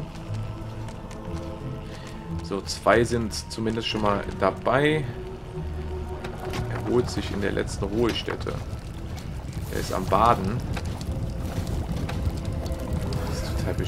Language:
German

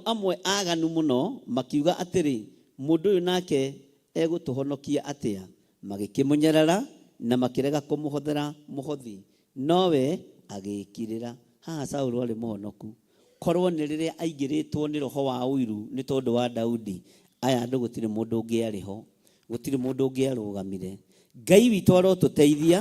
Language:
Kikuyu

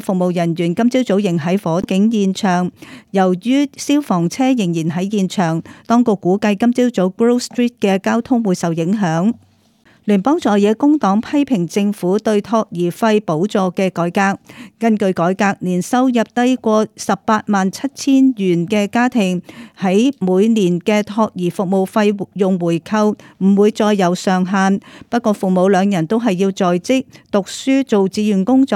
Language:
Cantonese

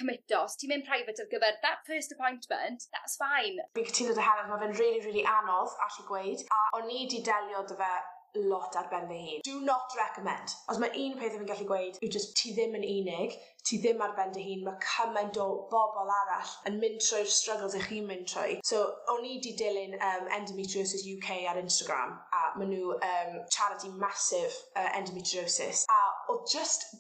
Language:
Welsh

